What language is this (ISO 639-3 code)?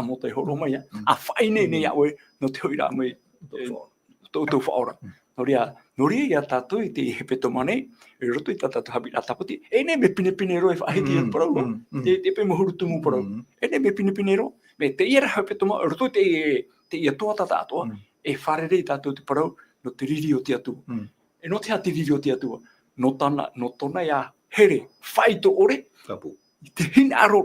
tah